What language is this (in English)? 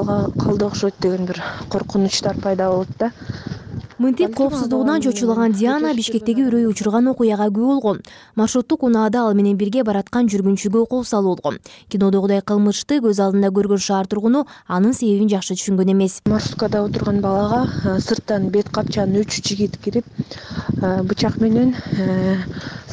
Kyrgyz